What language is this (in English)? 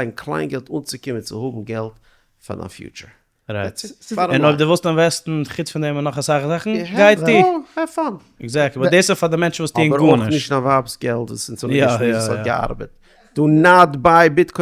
Yiddish